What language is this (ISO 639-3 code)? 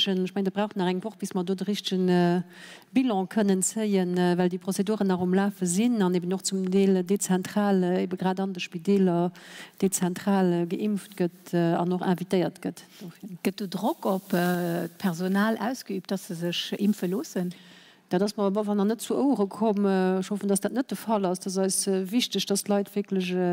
ltz